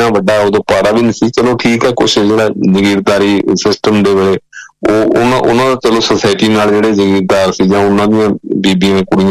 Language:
Punjabi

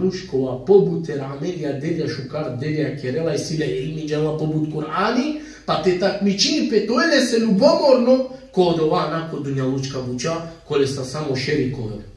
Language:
Balkan Romani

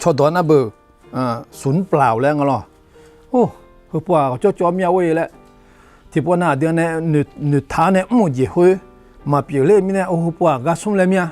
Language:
Akha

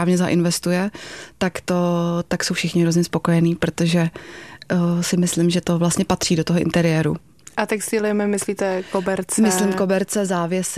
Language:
Czech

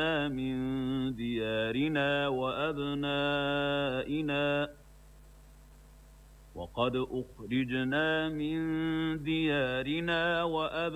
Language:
Arabic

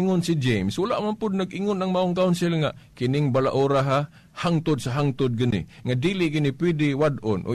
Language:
Cebuano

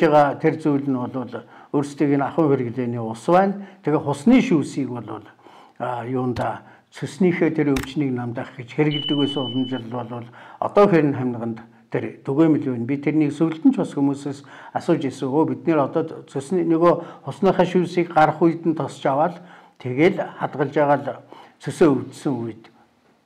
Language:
Mongolian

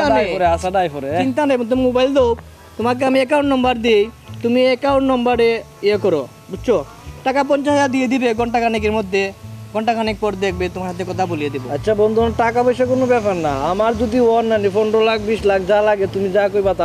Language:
Sylheti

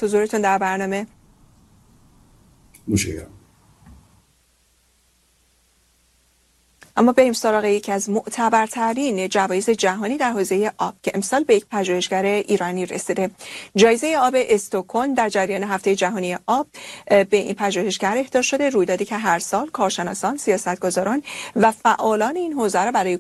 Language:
Persian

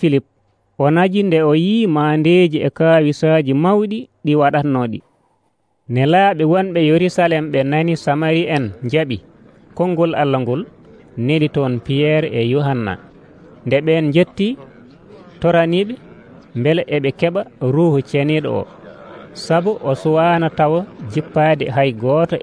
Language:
Nigerian Fulfulde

